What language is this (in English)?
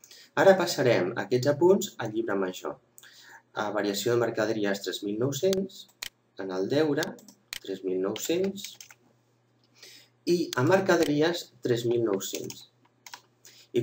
Catalan